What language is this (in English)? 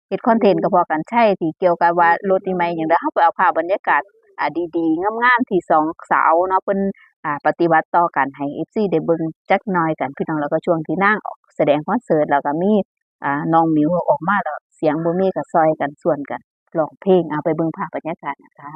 Northeastern Thai